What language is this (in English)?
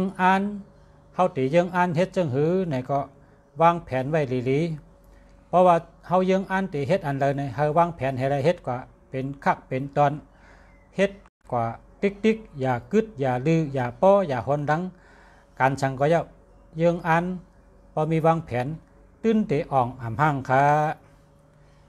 Shan